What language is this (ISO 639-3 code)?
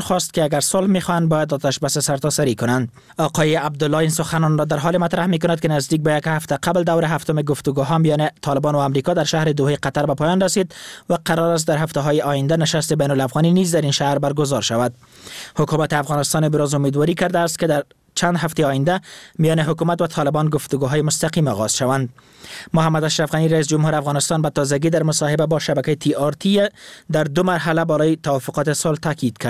fas